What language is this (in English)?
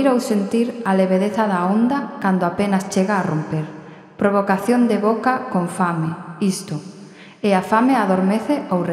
Galician